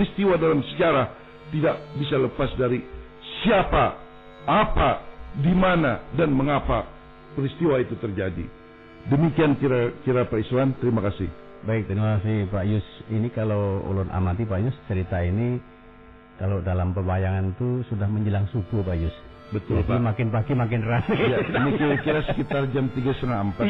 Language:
Banjar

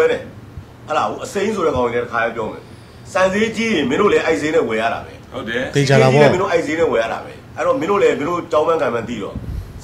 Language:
Burmese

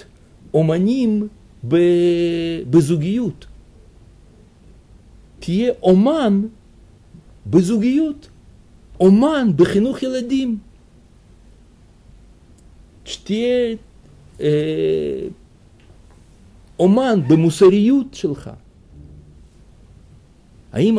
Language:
Hebrew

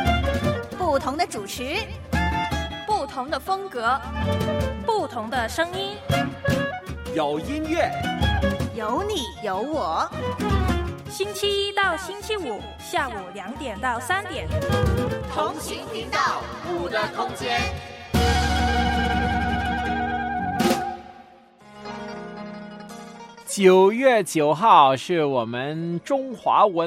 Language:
Chinese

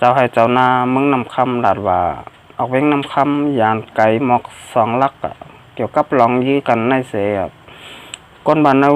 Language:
Shan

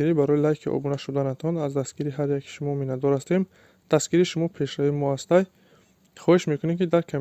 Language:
Tajik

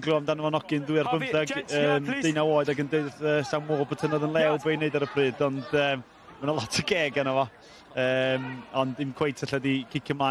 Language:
Welsh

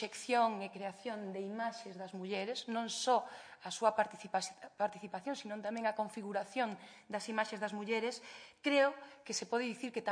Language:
Galician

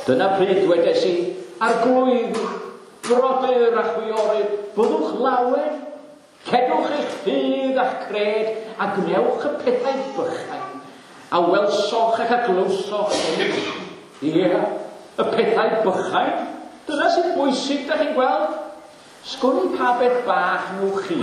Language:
Welsh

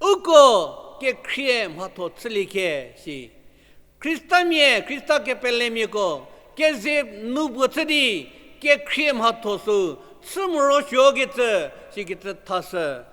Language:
Angami Naga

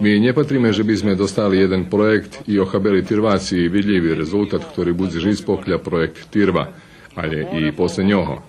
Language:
Rusyn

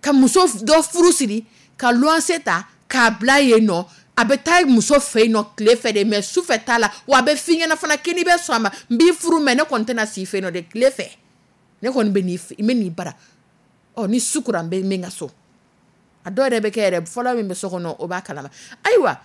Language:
Dyula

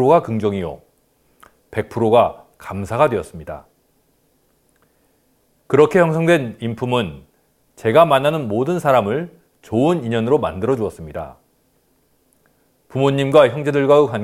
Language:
Korean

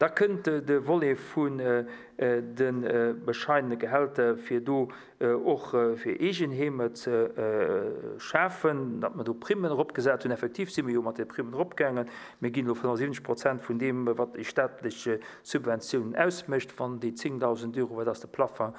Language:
Luxembourgish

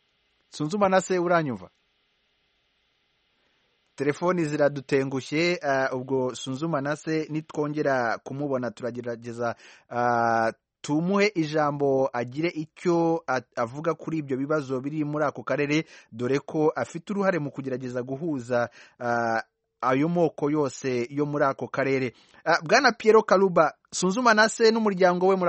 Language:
Kinyarwanda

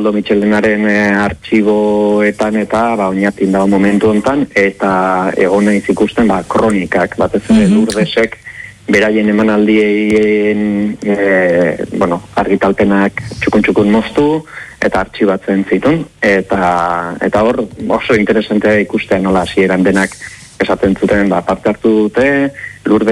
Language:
Basque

